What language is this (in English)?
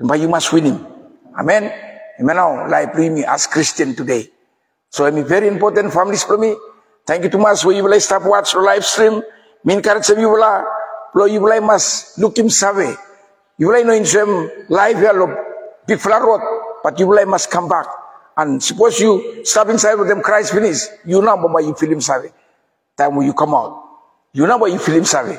Bislama